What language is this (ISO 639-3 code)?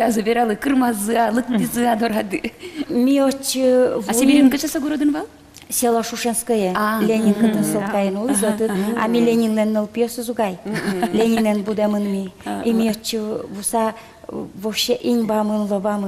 udm